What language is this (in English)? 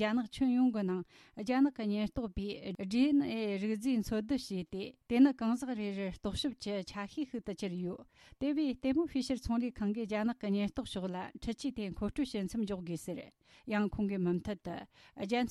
Tibetan